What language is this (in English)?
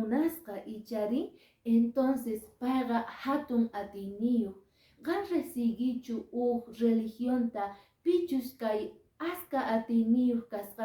Quechua